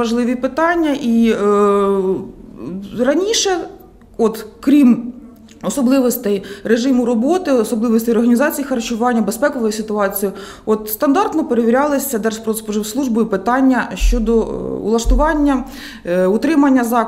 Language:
Ukrainian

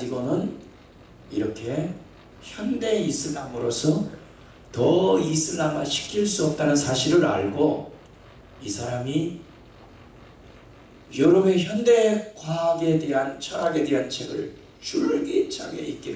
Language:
Korean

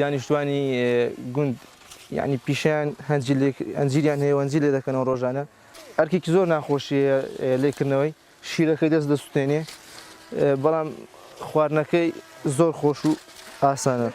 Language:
Central Kurdish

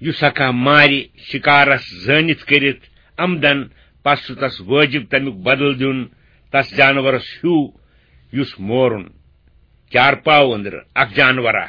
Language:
Kashmiri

